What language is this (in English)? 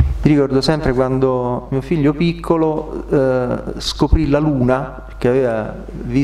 Italian